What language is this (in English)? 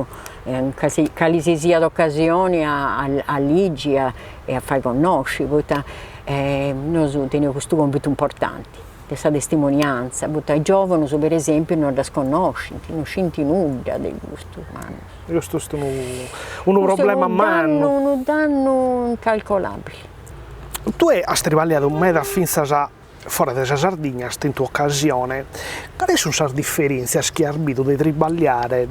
Sardinian